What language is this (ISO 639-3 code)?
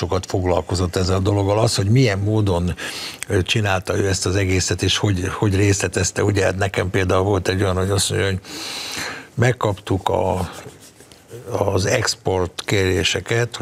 hun